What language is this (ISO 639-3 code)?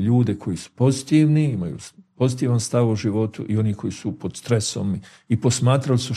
bos